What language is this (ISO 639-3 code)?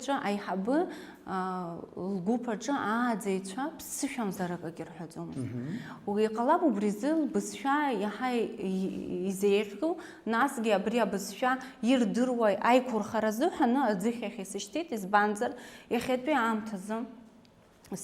abk